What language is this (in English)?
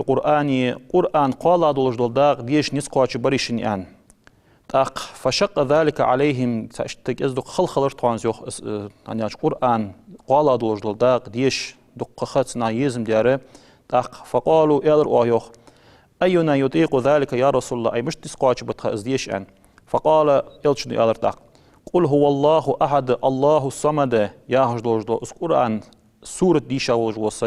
Ingush